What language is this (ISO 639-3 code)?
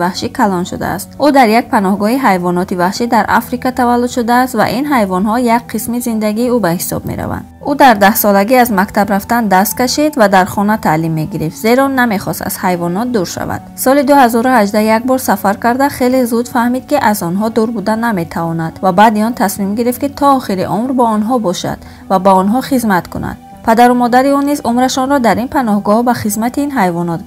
tgk